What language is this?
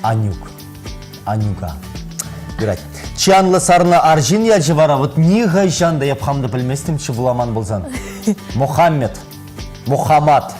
Chuvash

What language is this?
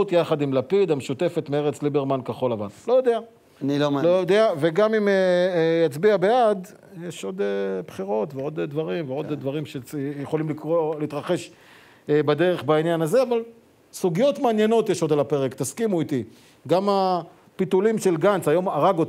Hebrew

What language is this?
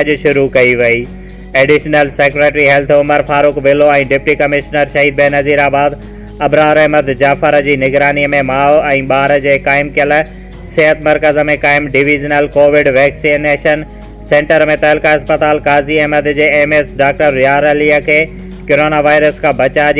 Sindhi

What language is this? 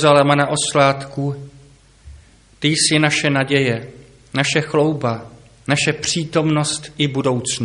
Czech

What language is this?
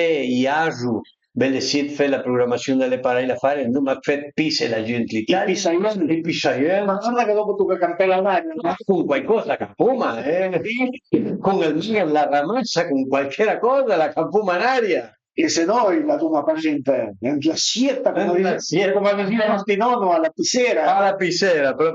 Piedmontese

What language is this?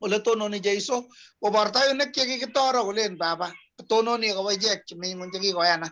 Kalenjin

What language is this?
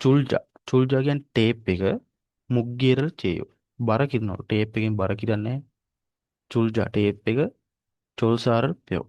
Sinhala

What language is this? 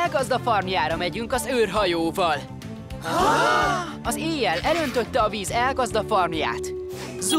Hungarian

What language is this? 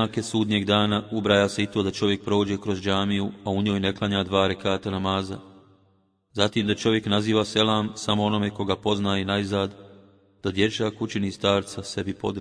Bosnian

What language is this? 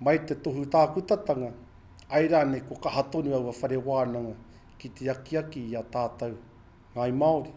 Māori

